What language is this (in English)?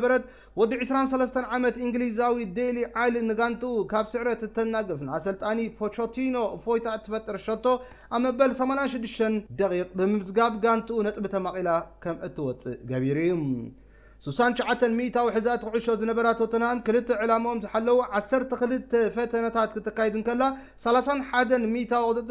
Tigrinya